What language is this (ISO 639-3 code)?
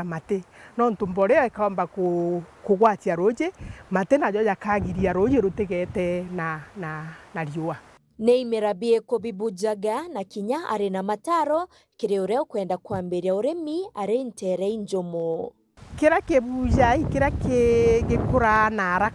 mer